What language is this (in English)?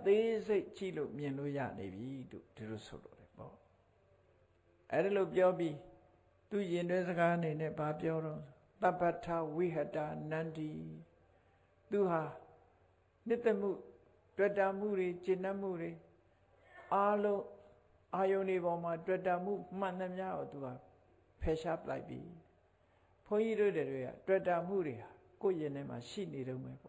Burmese